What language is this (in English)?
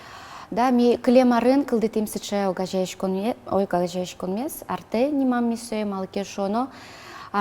Udmurt